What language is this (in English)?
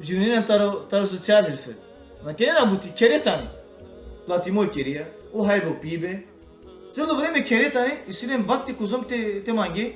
Balkan Romani